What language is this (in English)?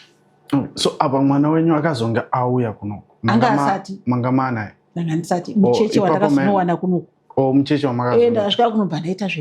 Shona